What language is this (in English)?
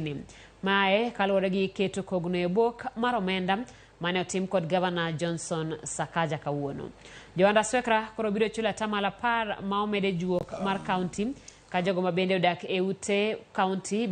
Luo (Kenya and Tanzania)